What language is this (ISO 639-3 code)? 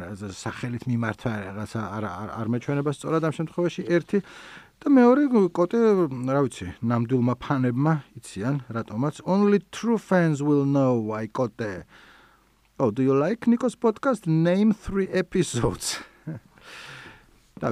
kat